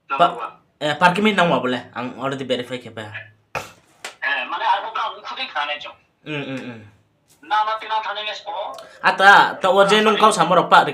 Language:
Riang (India)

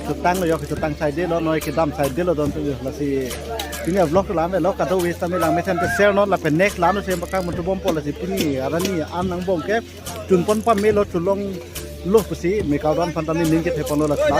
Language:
Karbi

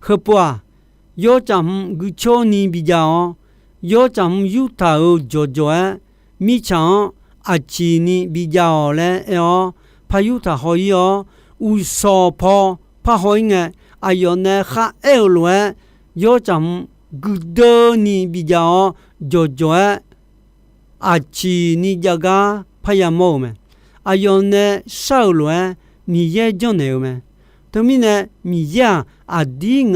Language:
Akha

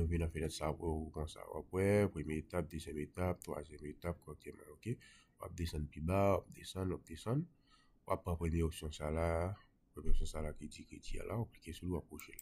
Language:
Haitian Creole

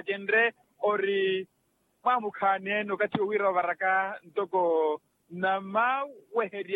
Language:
Makhuwa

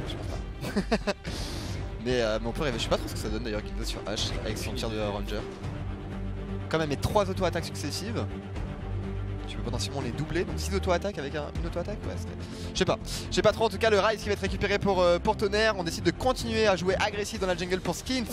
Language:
French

